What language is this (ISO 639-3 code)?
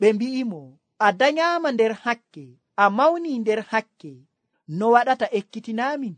fuv